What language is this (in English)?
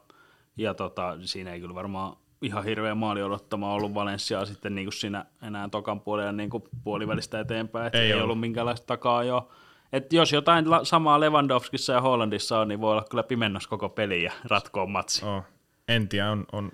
Finnish